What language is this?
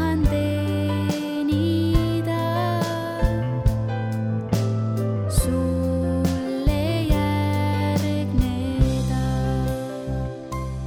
Estonian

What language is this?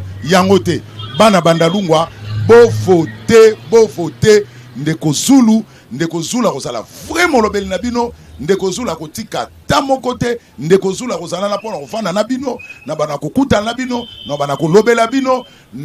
Lingala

